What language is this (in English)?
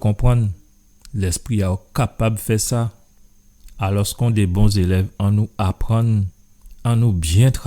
Guadeloupean Creole French